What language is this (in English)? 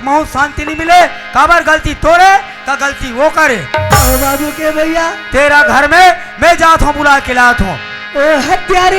Chhattisgarhi